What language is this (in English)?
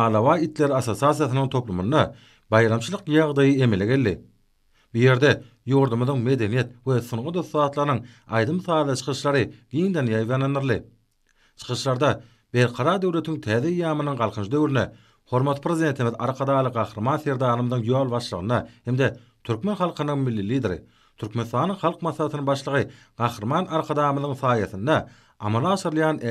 Turkmen